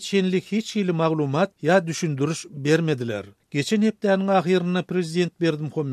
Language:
Turkmen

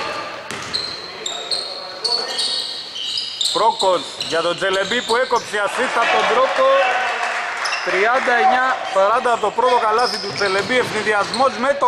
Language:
Greek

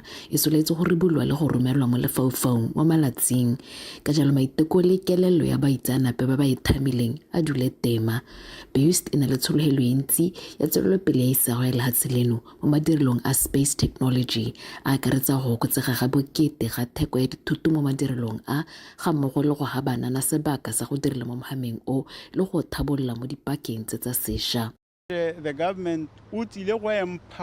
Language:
Tswana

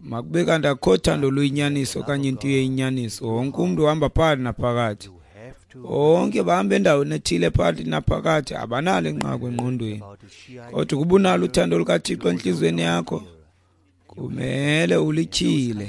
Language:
Xhosa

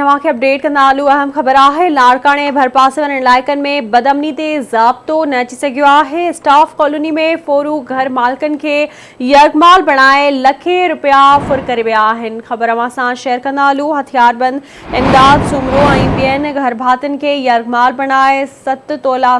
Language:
Sindhi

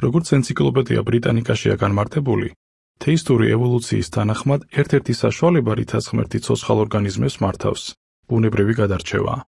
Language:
Georgian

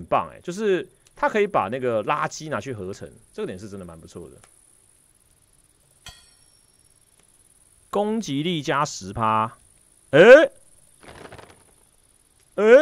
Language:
Chinese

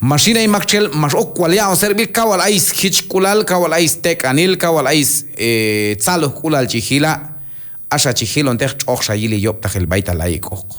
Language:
Q'anjob'al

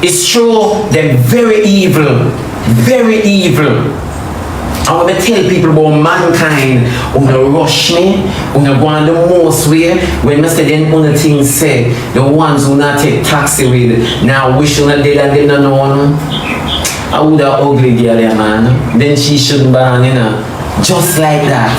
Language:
Jamaican Creole English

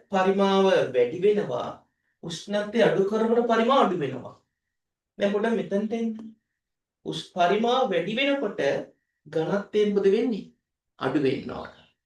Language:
Sinhala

